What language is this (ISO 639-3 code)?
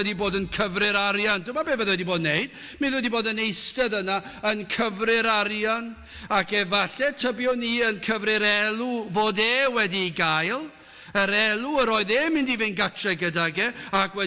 cym